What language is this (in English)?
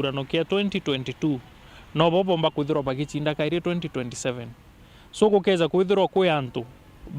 Meru